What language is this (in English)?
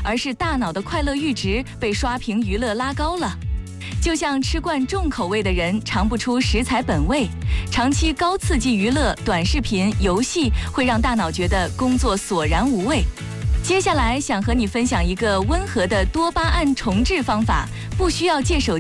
Chinese